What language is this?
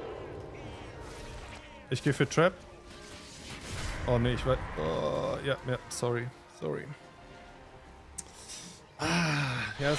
German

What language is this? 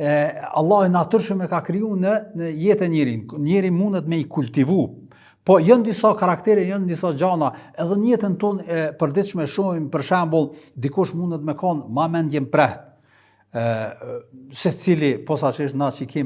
Albanian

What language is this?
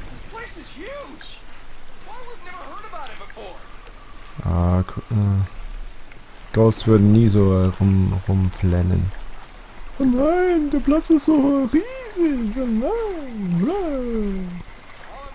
German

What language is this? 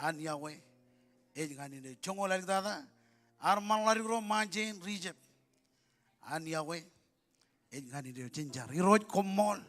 Marshallese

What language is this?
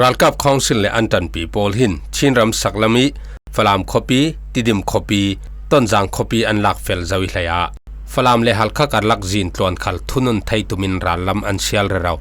Falam Chin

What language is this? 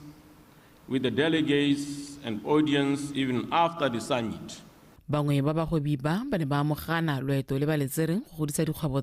Tswana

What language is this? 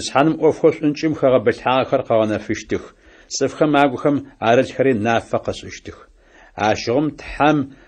Adyghe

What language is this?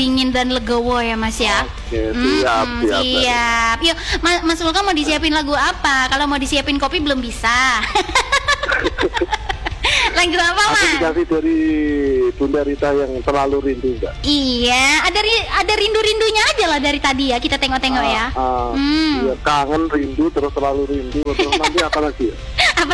Indonesian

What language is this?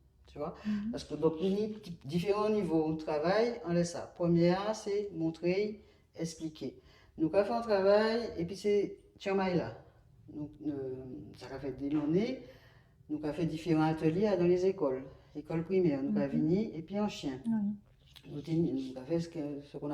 Guadeloupean Creole French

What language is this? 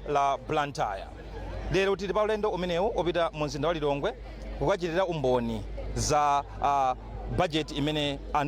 Nyanja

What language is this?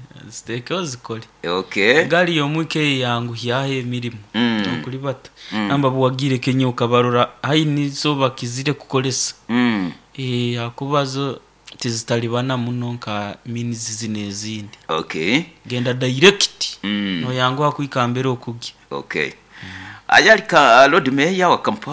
Nyoro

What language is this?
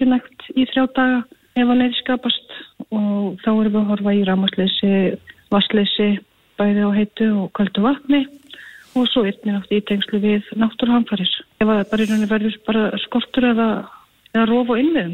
Icelandic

